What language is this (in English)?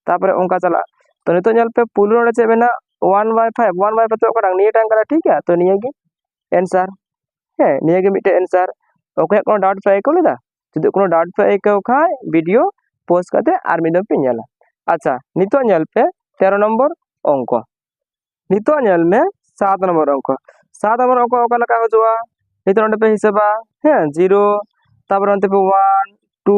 Santali